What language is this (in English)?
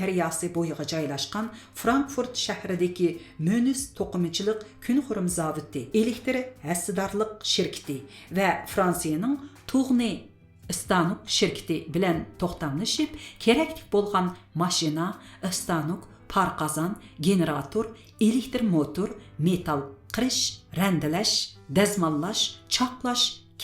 Uyghur